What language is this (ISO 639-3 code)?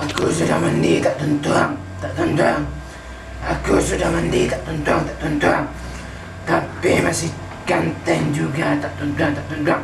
min